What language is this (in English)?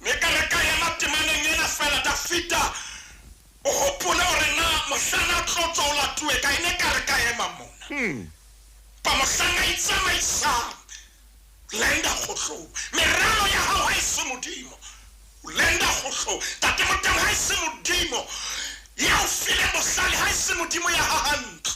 Southern Sotho